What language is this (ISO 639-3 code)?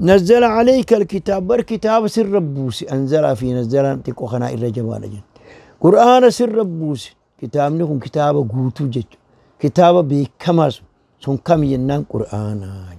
orm